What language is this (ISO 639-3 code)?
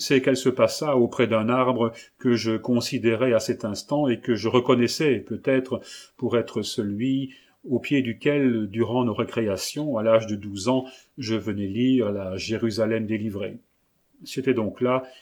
fra